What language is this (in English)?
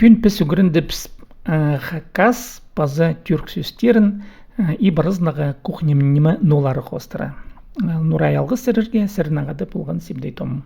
Khakas